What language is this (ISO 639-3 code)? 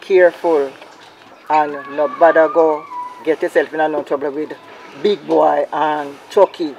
jam